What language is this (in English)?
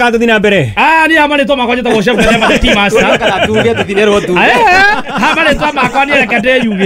Kikuyu